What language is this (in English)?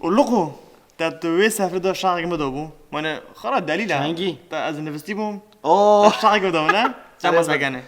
Kurdish